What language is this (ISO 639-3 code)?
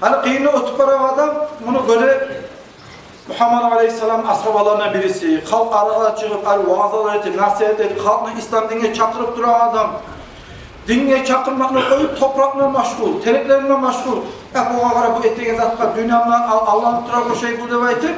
kum